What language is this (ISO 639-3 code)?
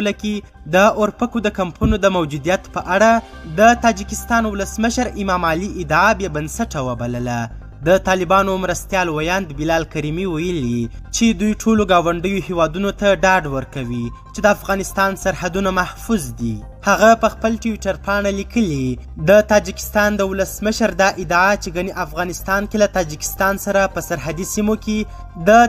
pus